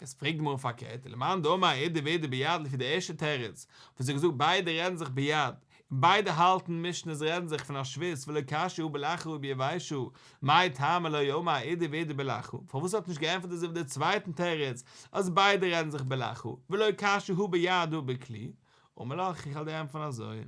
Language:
Yiddish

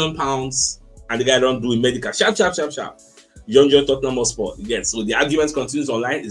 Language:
Nigerian Pidgin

